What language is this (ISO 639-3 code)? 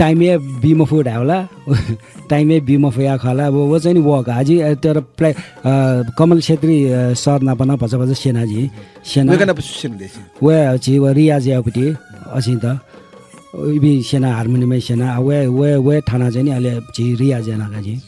new